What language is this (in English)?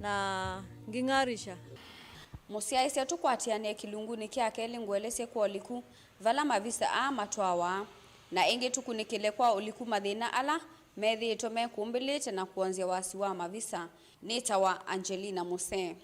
Kamba